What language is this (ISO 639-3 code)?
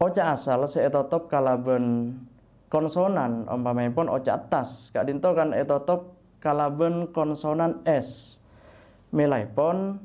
mad